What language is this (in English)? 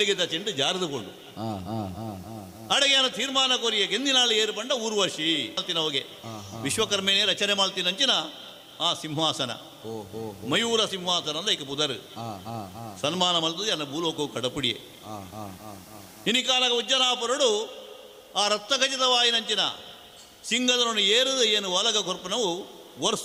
Tulu